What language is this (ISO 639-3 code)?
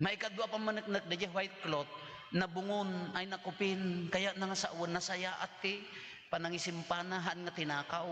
ilo